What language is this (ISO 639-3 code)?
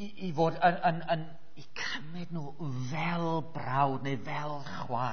cym